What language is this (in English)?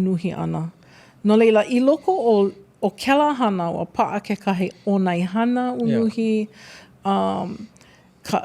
Hawaiian